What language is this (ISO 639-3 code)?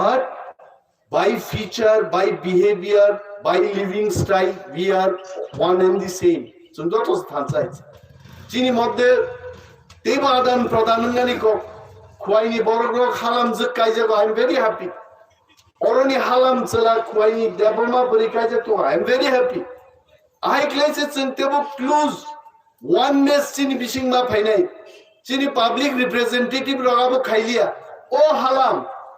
trp